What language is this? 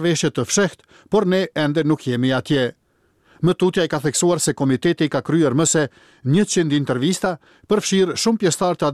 Albanian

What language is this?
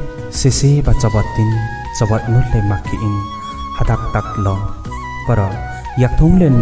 Limbu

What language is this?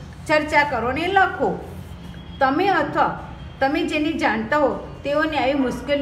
Gujarati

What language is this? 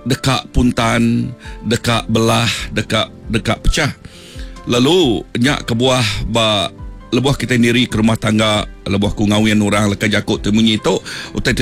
Iban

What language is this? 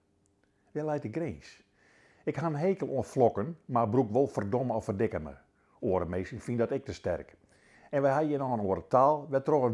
Western Frisian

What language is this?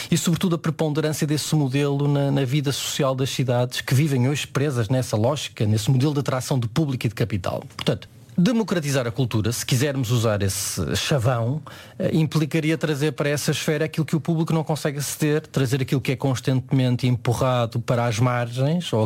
Portuguese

